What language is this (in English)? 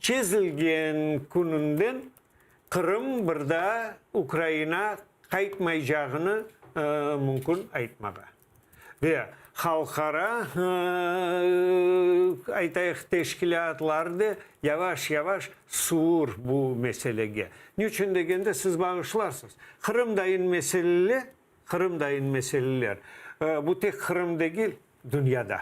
Crimean Tatar